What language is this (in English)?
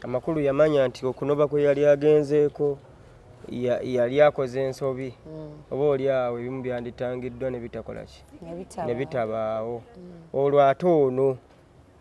Ganda